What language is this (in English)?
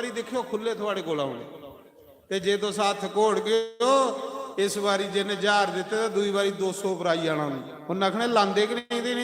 Dogri